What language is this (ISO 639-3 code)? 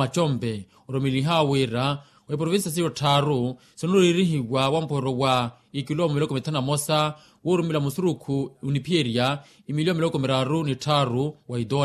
vmw